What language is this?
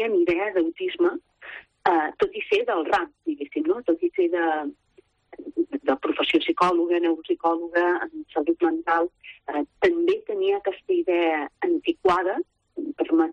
Catalan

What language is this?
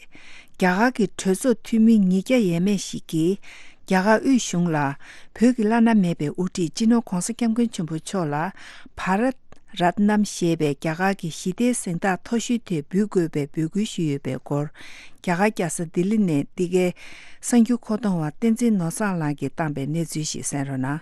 Tibetan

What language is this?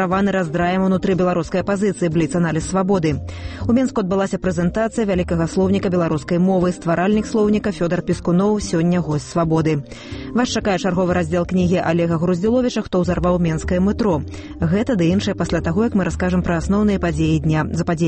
Belarusian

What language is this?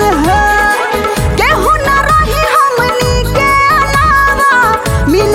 Bhojpuri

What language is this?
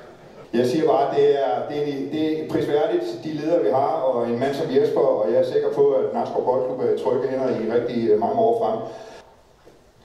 Danish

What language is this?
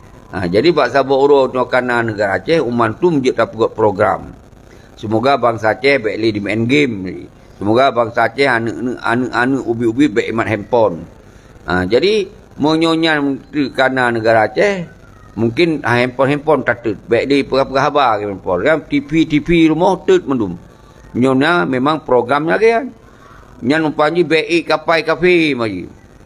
Achinese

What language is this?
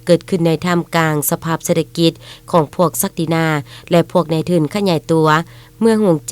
Lao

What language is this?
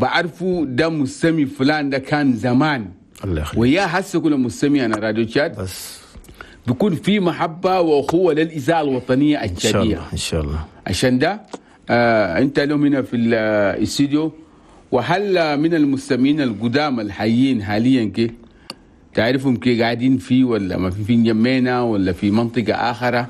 Chadian Arabic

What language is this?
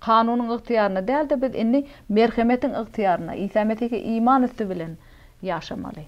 Turkmen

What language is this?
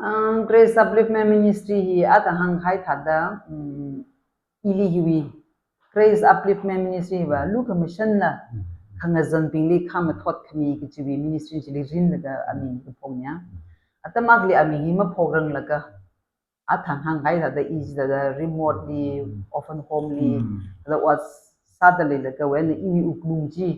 Tangkhul Naga (India)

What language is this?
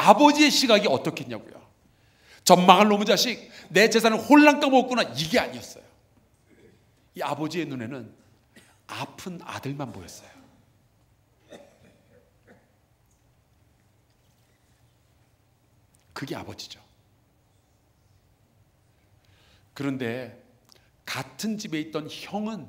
Korean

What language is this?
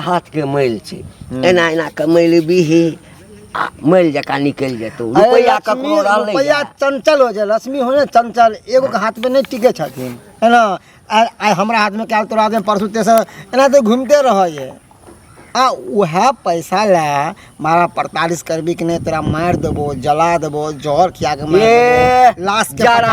Maithili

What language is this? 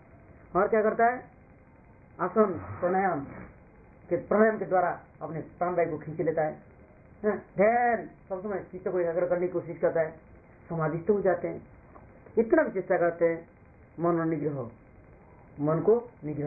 Hindi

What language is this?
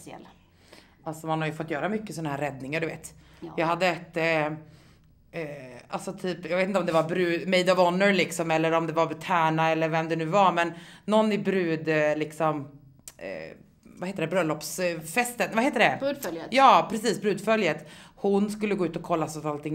Swedish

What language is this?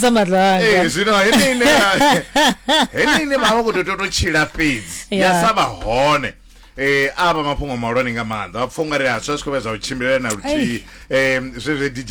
Venda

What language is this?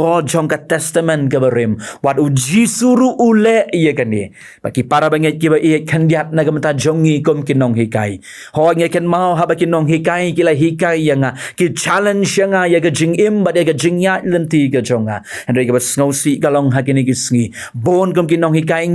Khasi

